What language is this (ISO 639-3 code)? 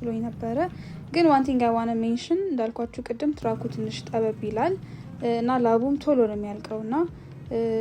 amh